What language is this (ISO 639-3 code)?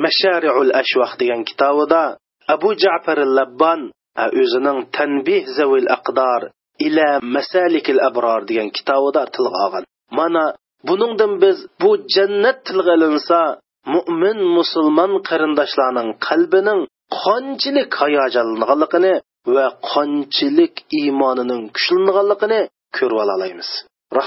uig